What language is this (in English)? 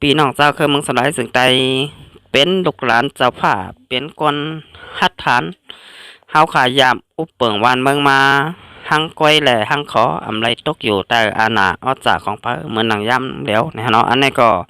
Shan